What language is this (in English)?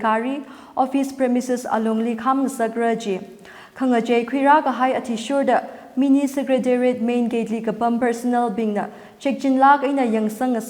Tangkhul Naga (India)